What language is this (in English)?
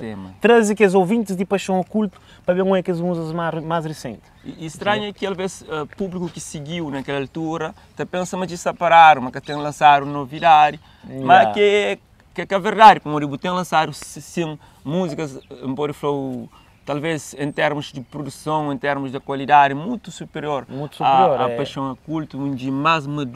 Kabuverdianu